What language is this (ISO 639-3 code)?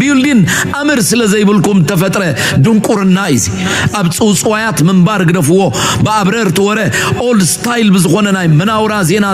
tir